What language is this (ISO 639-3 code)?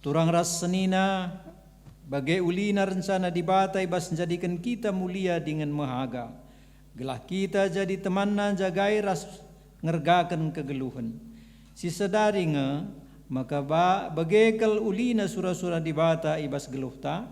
btx